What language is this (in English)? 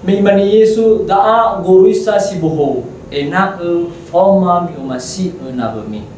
Nias